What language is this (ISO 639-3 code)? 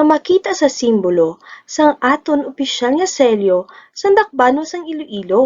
hil